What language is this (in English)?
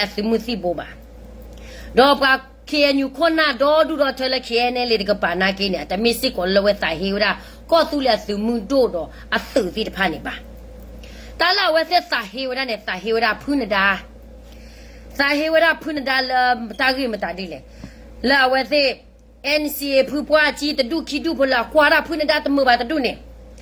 S'gaw Karen